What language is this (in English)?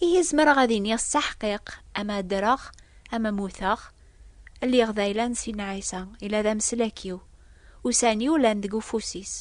Kabyle